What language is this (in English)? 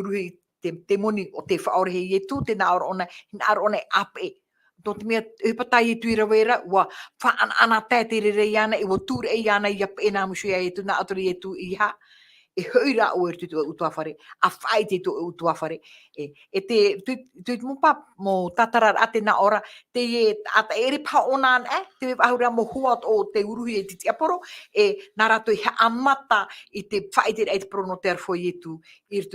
Tahitian